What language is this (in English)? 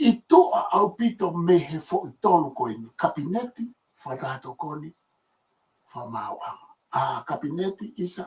Tongan